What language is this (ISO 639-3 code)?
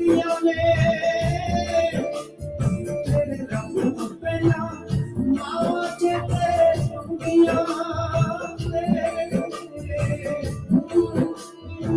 pan